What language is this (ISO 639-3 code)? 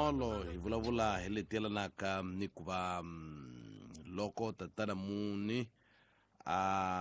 tso